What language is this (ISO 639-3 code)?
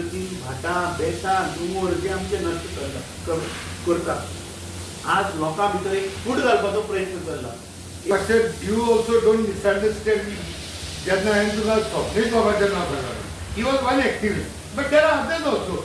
kok